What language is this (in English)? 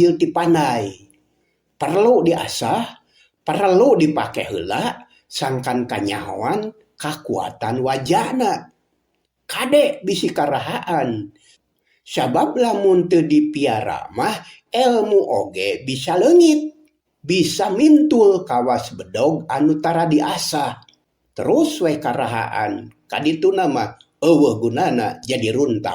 Sundanese